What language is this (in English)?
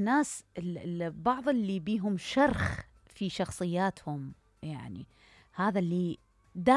Mesopotamian Arabic